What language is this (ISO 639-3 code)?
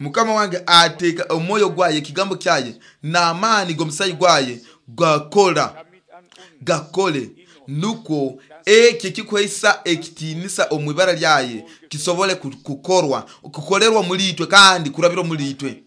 nyo